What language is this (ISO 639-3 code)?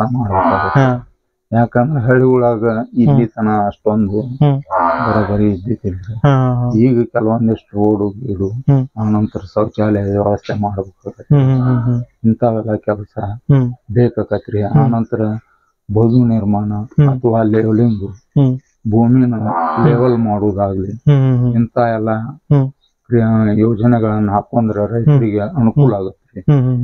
kan